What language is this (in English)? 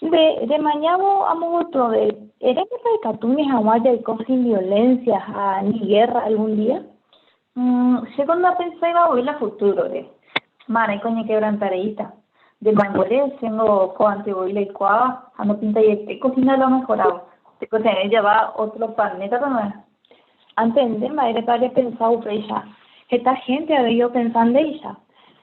Guarani